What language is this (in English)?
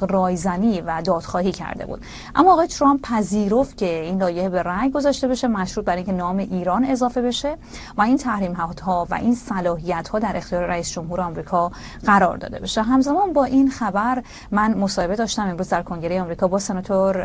Persian